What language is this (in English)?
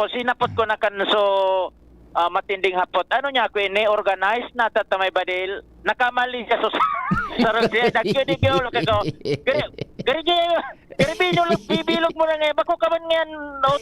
Bikol